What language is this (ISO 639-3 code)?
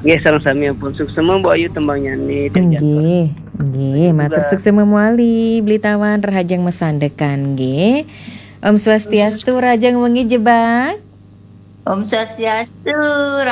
ban